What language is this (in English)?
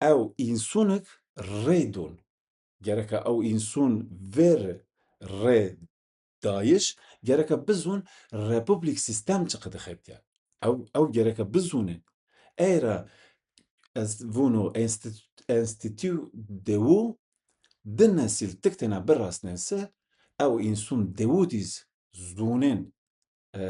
Zaza